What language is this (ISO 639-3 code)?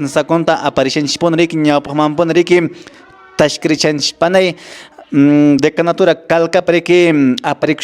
que